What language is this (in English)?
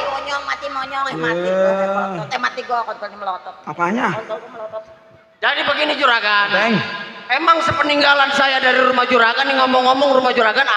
Betawi